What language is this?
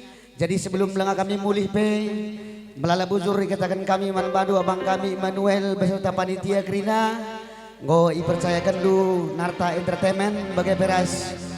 Batak Karo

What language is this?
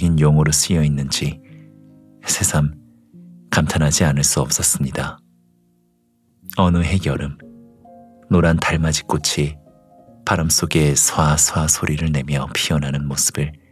Korean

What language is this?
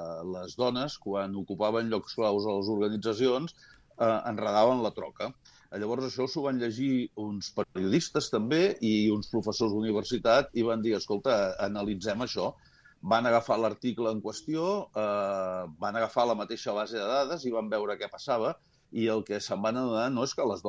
Catalan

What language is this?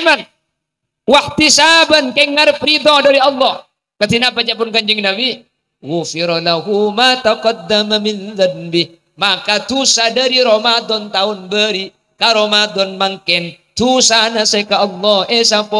Madurese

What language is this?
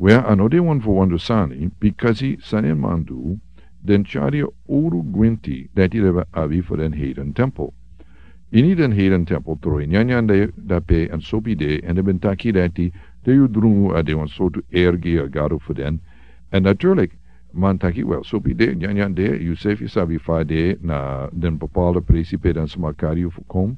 Sranan Tongo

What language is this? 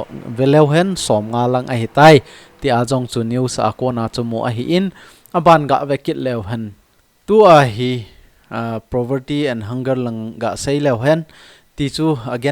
Thado Chin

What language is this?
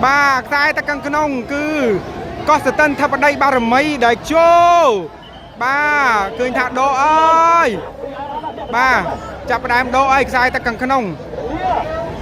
Khmer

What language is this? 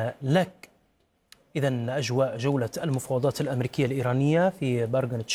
Arabic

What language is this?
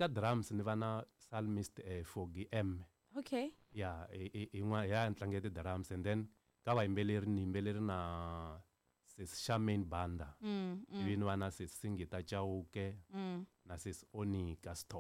Tsonga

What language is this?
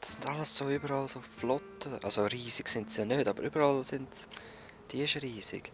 Swiss German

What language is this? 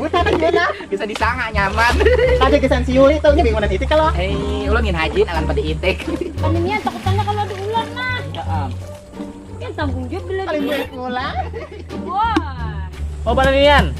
Banjar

